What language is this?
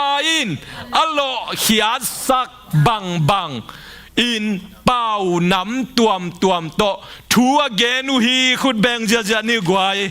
Tedim Chin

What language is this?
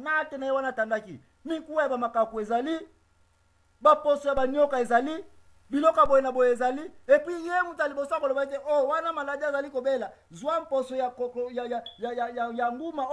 Lingala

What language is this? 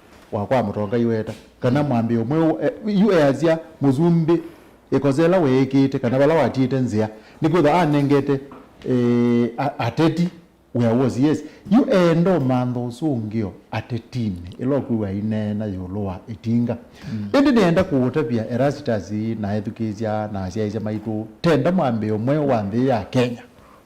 Kamba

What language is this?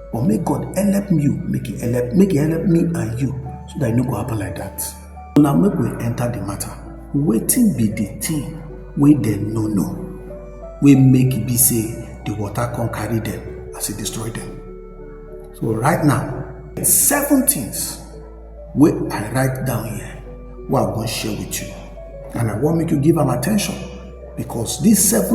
Nigerian Pidgin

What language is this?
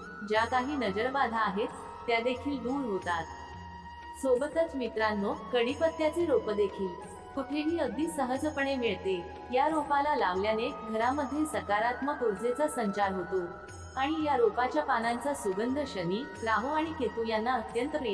Marathi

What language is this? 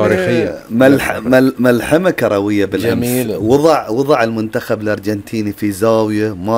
Gulf Arabic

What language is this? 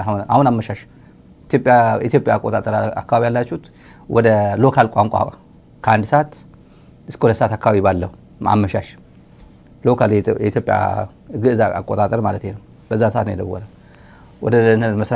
Amharic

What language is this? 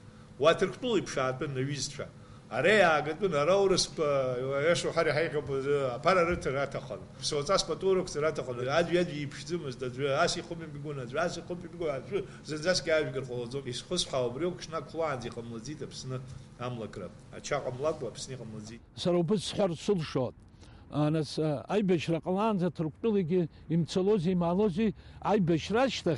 Abkhazian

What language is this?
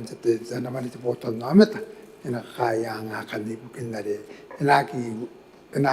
Gilbertese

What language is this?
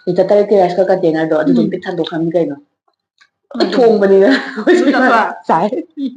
Manipuri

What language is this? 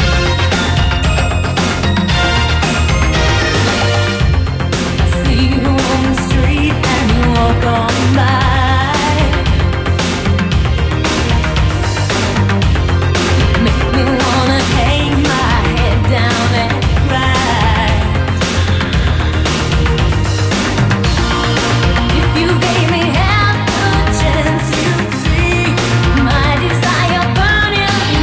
English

